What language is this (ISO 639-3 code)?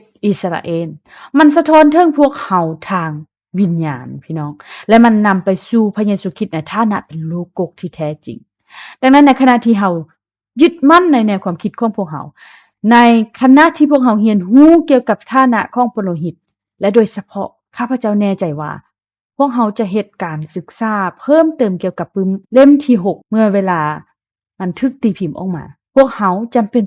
lao